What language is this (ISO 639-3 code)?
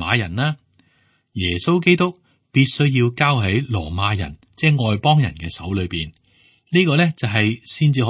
yue